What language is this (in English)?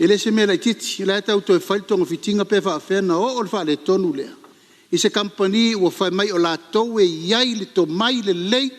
Samoan